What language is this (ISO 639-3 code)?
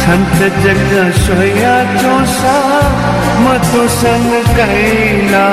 new